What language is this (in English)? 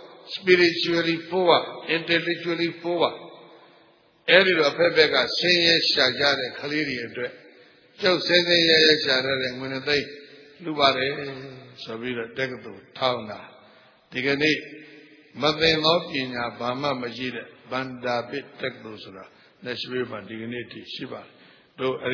Burmese